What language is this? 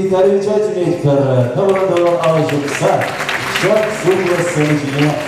Chuvash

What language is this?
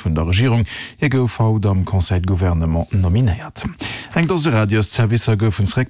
Luxembourgish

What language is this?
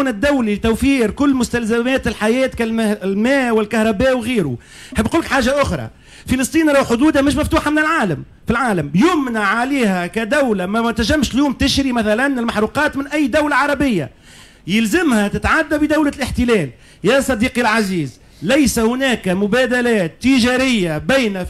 Tunisian Arabic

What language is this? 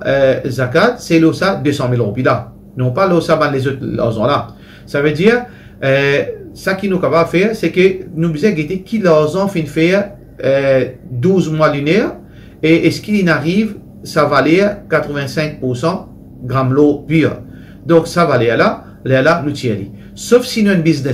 Morisyen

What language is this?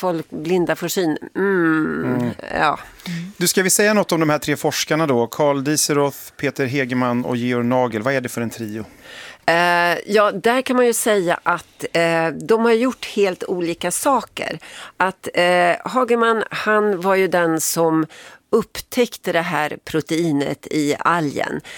Swedish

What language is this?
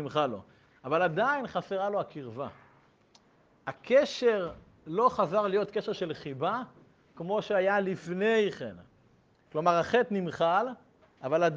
Hebrew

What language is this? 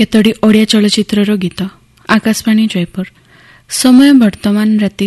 Odia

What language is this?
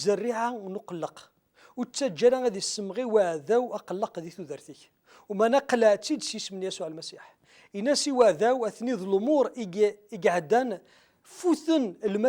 Kabyle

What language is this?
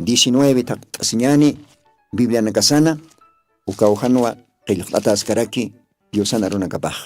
Aymara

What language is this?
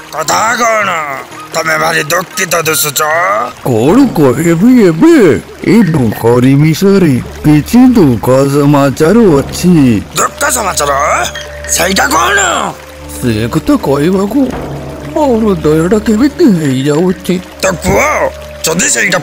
Odia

